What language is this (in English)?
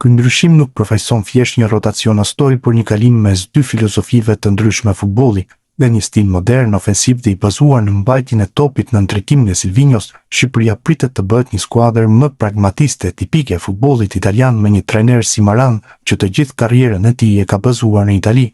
Albanian